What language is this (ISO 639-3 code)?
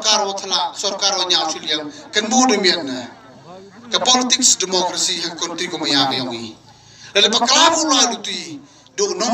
kha